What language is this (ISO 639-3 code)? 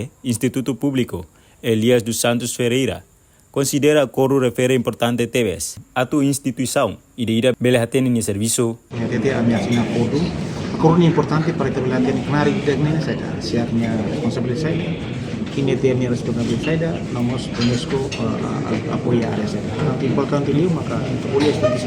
tet